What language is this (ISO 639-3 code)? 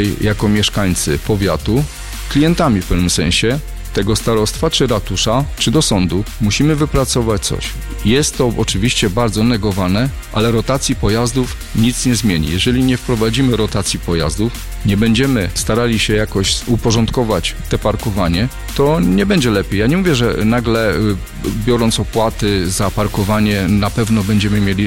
pol